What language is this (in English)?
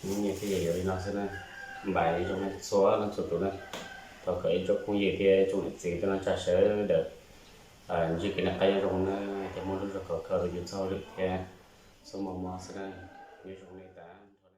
Hmong